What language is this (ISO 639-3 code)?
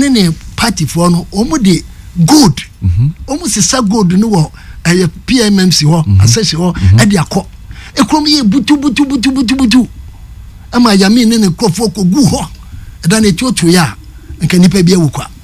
aka